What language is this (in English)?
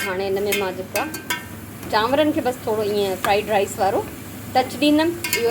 Sindhi